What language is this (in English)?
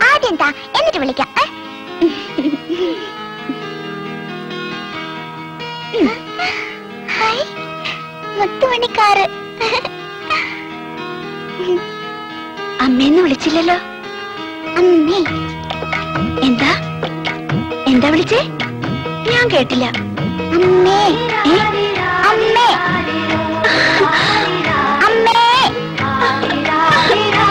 Malayalam